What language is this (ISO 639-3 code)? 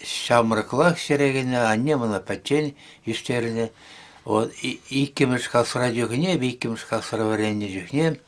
chv